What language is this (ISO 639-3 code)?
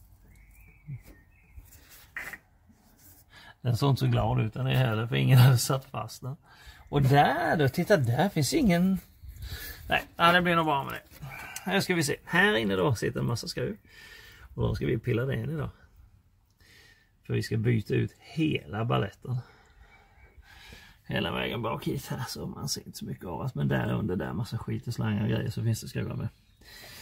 swe